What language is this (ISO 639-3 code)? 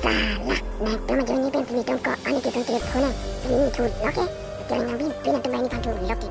mjw